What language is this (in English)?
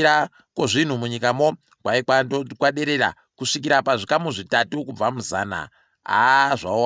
Ndau